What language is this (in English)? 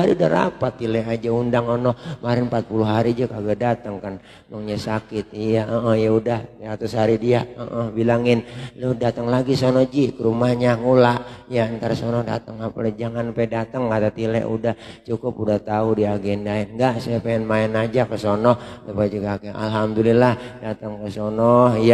Betawi